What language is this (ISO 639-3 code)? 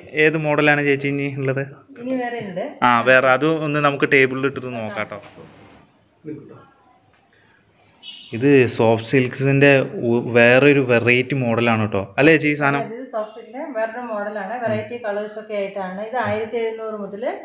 mal